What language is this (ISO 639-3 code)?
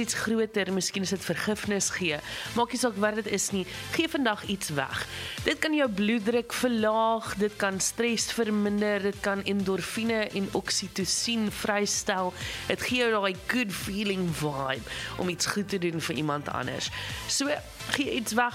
afr